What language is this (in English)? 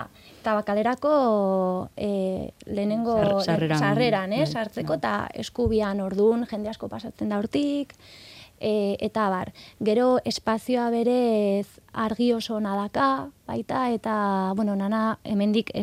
Basque